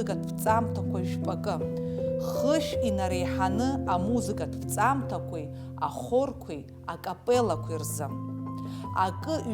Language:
Abkhazian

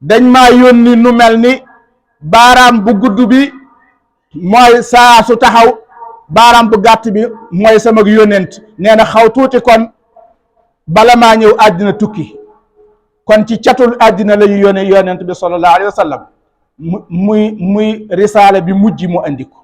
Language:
Wolof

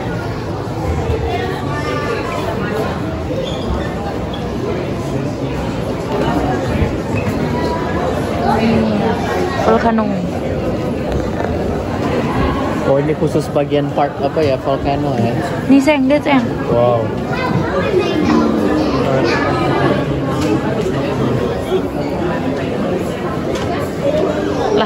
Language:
Indonesian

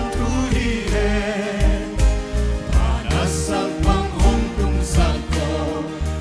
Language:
Paite Chin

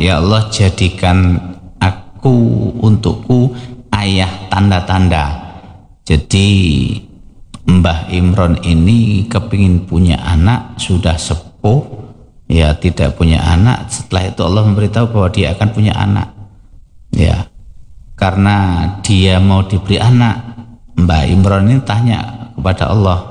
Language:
Indonesian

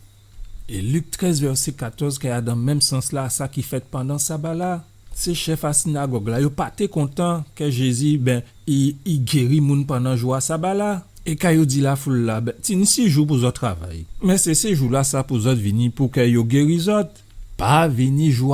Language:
Guadeloupean Creole French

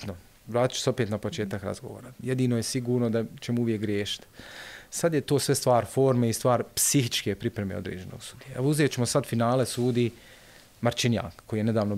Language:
Bosnian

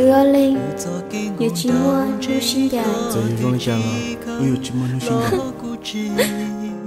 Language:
Hmong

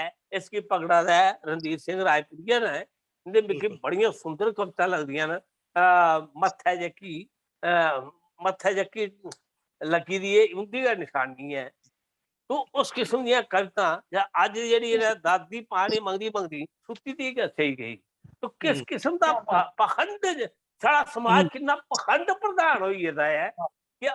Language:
Dogri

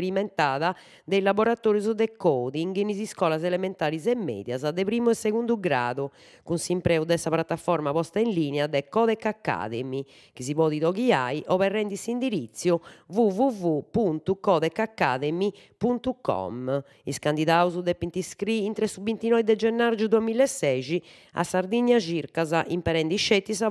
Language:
Sardinian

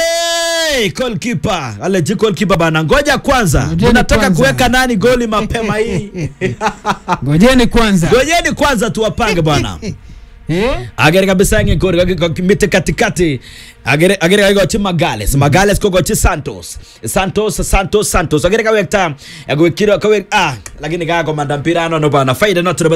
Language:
Swahili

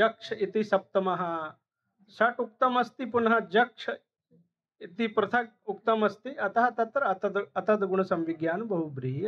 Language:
Sanskrit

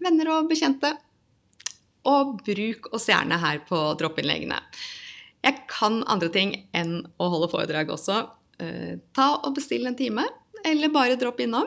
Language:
Norwegian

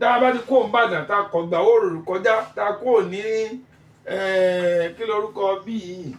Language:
Yoruba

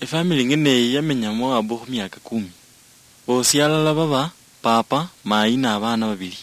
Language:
Luyia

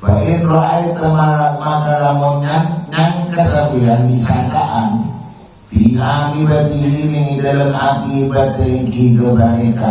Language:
Madurese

